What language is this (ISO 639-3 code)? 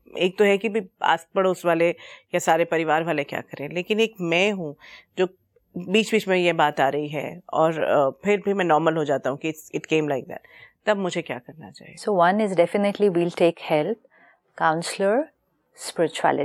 hin